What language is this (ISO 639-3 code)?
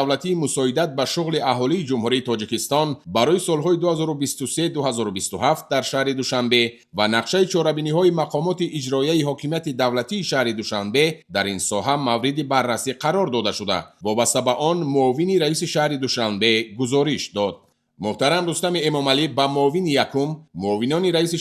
tgk